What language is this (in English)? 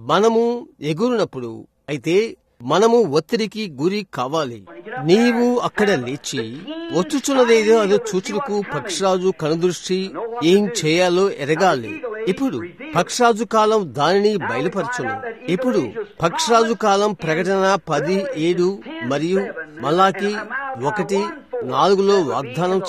Telugu